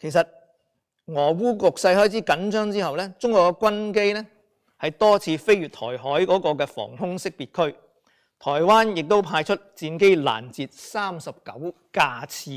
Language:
Cantonese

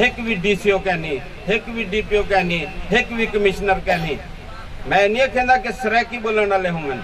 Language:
Saraiki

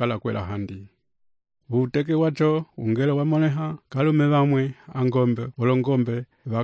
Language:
Umbundu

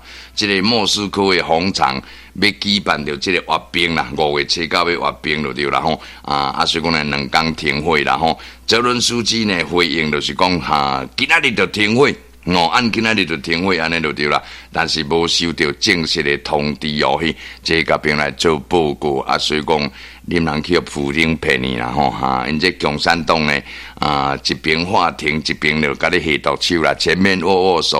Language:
Min Nan Chinese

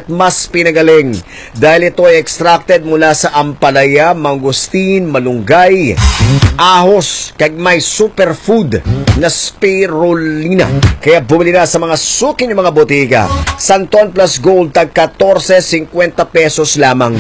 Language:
Filipino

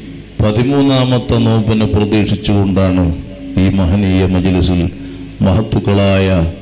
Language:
Malayalam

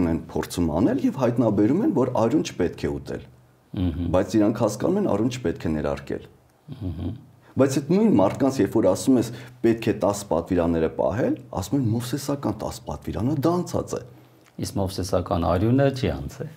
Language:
Armenian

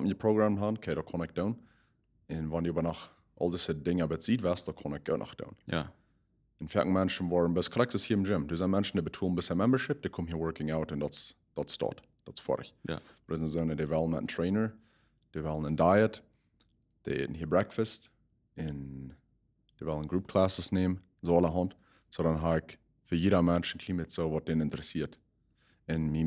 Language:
Plautdietsch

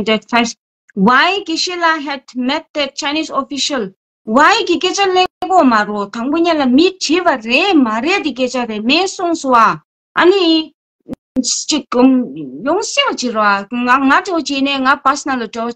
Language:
Tibetan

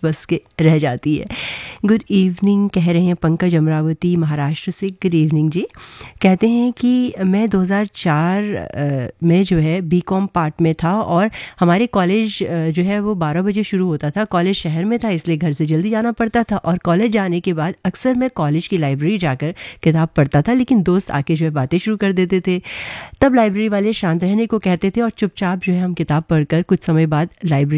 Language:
Hindi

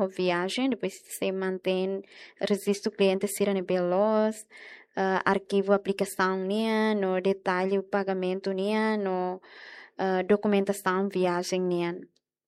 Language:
Tetum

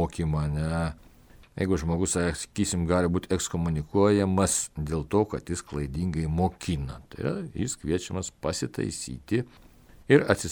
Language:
Lithuanian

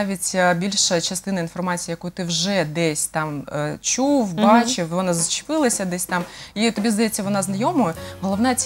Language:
Ukrainian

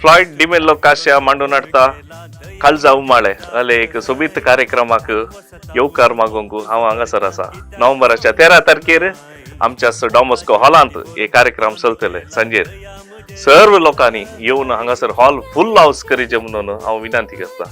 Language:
Konkani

